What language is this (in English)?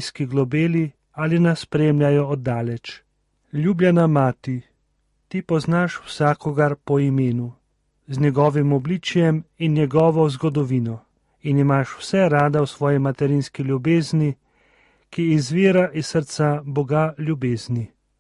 Slovenian